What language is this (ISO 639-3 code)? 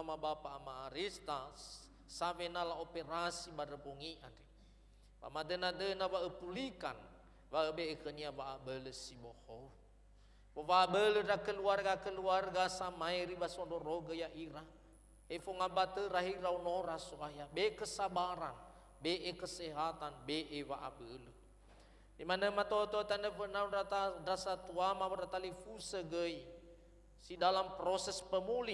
nia